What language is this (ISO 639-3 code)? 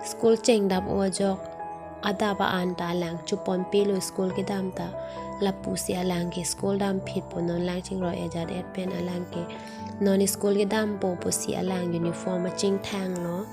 mjw